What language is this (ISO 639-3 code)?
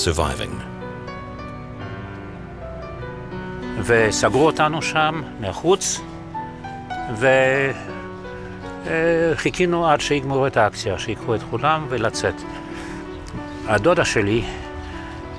heb